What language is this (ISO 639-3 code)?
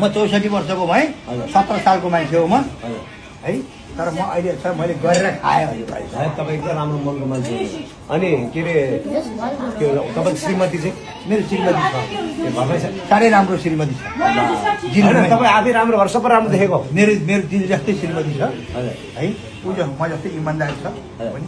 nep